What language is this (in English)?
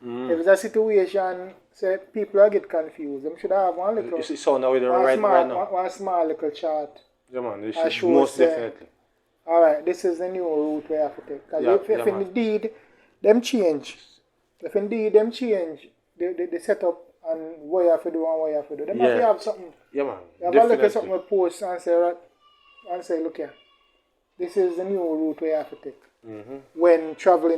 Jamaican Creole English